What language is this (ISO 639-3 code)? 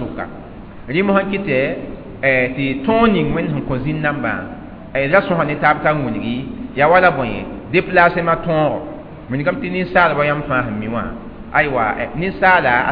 mos